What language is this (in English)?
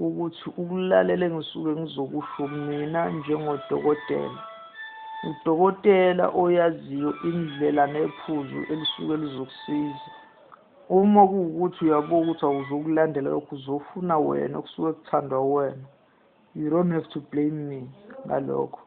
Zulu